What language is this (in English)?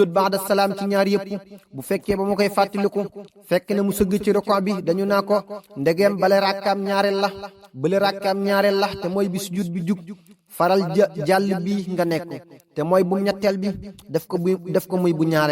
Wolof